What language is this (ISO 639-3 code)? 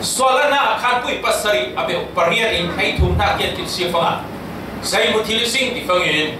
cfm